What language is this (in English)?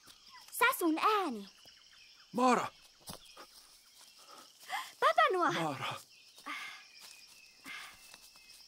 Finnish